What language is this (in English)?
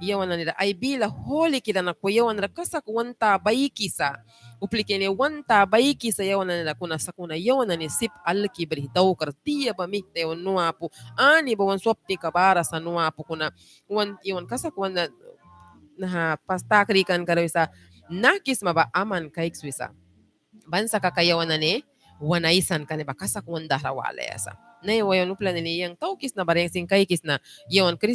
Mískito